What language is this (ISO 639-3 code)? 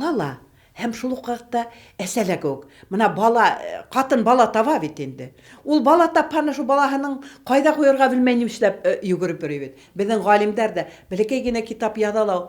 bak